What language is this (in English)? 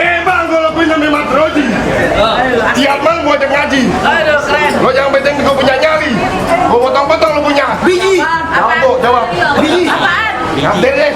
Betawi